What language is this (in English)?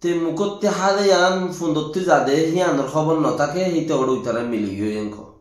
Rohingya